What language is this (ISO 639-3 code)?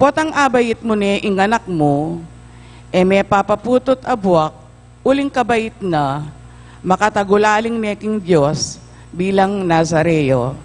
pam